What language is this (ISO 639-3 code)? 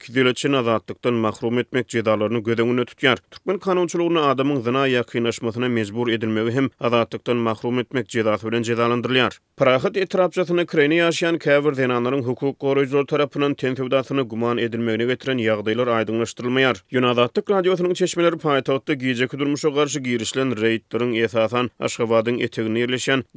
tuk